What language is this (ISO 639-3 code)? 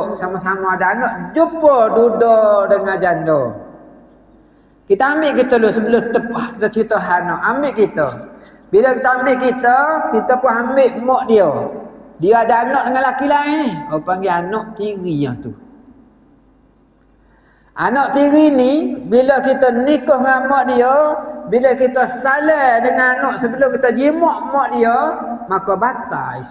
msa